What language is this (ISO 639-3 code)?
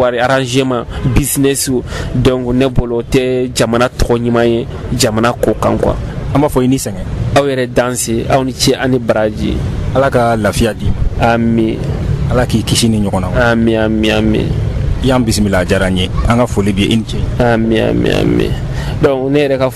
bam